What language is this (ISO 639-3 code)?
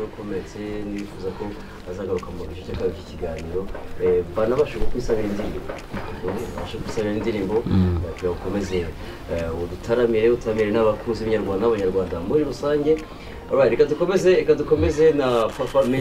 kin